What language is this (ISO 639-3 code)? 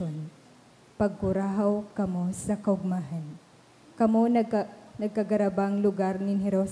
bik